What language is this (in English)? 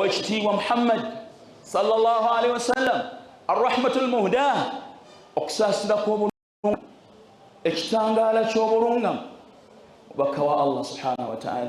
Ganda